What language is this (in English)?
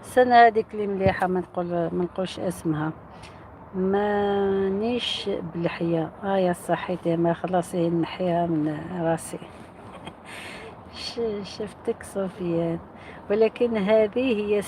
Algerian Arabic